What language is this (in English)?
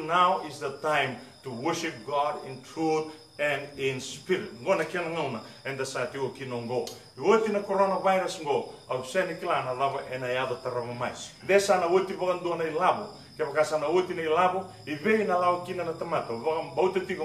Fijian